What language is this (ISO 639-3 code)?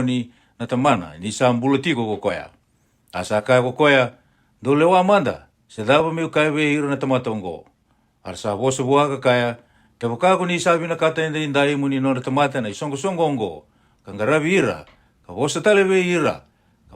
fij